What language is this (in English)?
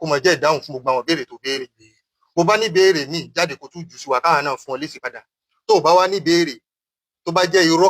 Yoruba